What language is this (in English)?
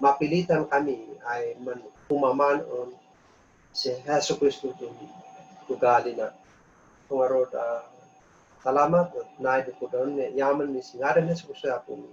Kankanaey